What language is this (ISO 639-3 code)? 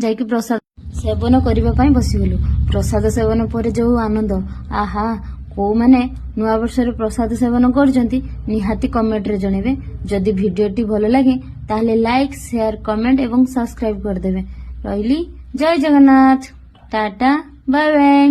ori